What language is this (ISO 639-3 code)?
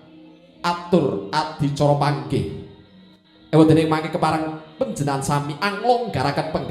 jav